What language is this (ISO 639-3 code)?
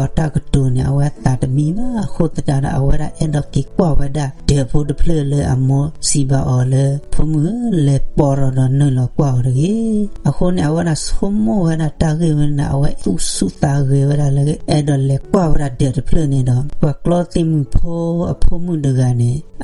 ksw